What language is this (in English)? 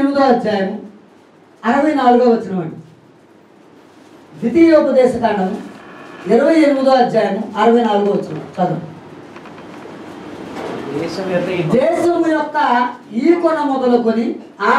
Telugu